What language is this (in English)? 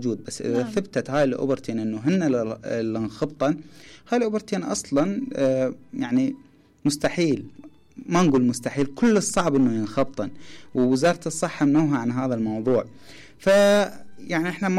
Mesopotamian Arabic